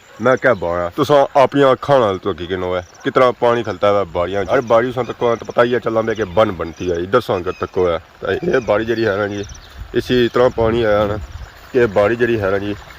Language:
Pahari-Potwari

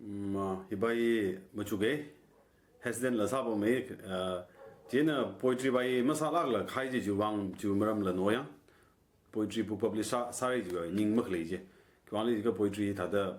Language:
Tangkhul Naga (India)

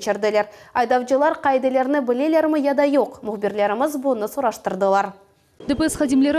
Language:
Crimean Tatar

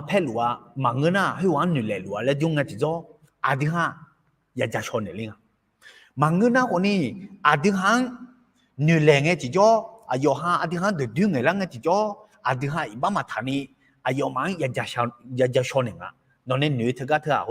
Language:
Akha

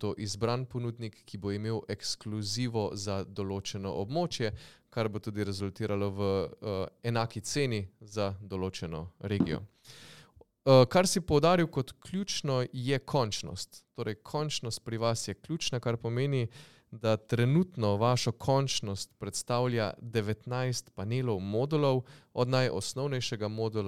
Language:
Slovenian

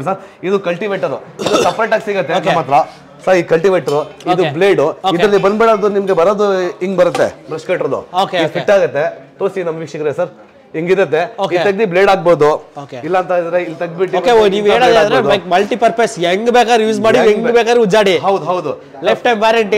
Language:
Kannada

